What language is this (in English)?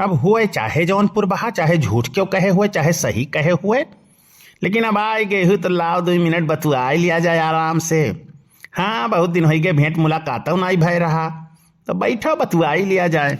Awadhi